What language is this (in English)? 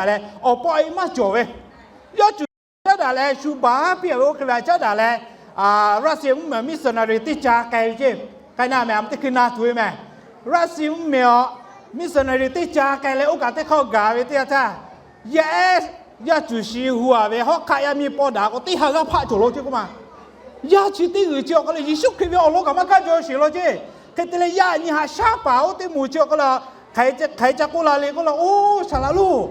Lahu